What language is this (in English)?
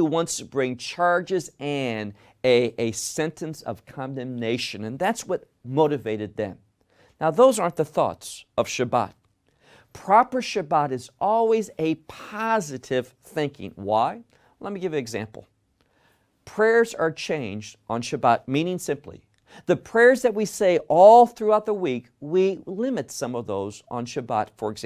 English